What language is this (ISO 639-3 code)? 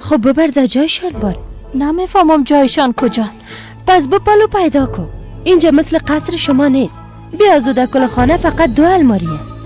fas